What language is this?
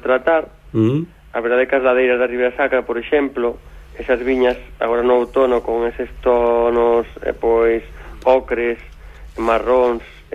Galician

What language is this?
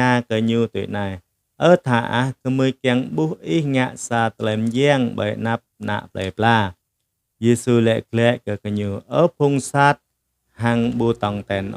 Jarai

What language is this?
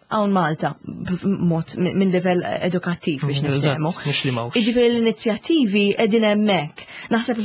Maltese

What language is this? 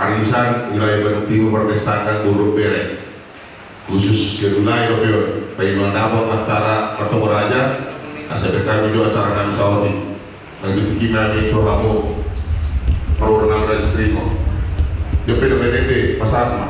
Batak Toba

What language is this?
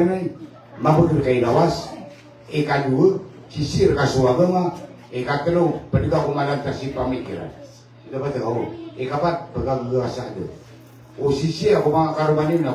Maranao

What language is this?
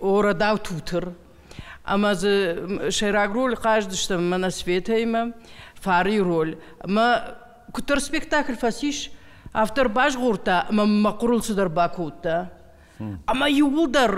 Ossetic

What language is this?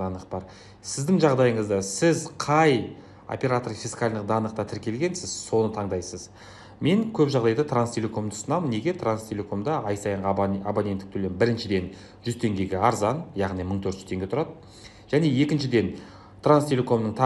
Kazakh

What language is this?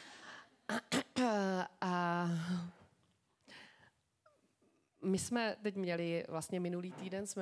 Czech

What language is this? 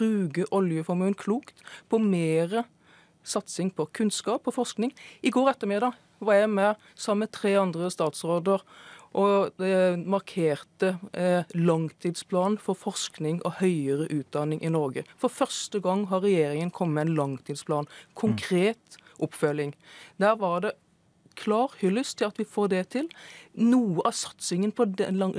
Norwegian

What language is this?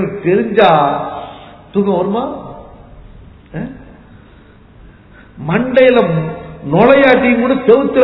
Tamil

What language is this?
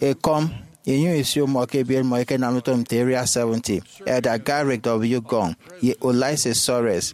Efik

